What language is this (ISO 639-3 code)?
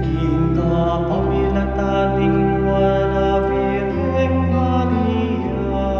pam